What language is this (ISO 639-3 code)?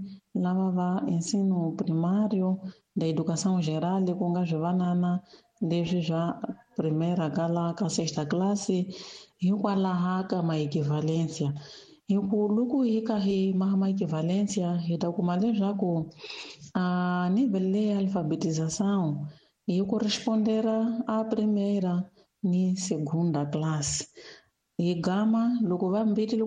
tso